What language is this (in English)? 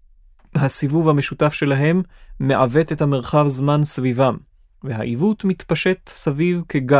Hebrew